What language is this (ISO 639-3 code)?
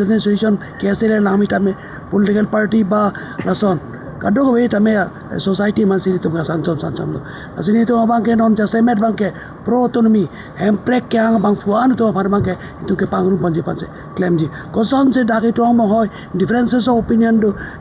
mjw